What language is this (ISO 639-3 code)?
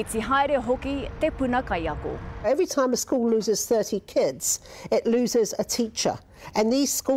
mri